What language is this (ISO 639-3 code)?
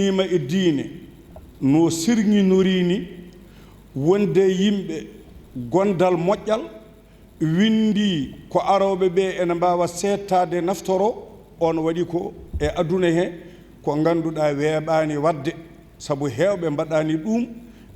ful